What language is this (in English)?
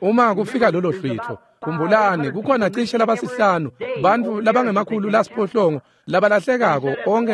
Swati